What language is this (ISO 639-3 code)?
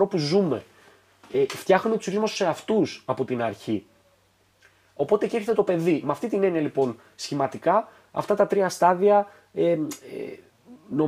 ell